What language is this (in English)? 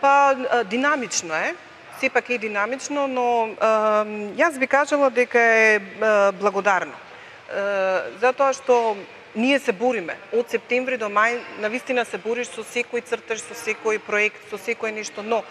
Macedonian